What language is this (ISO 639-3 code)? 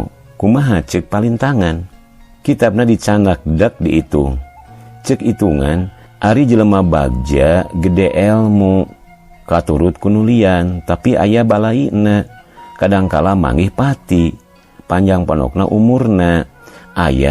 sun